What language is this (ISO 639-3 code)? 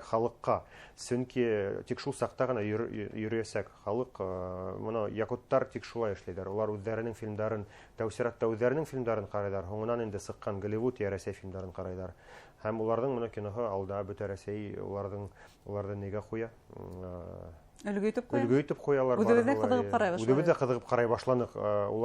bak